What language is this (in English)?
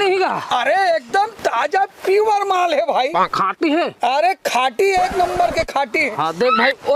Chhattisgarhi